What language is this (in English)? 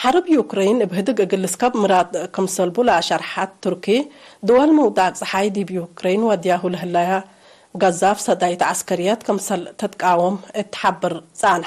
Tigre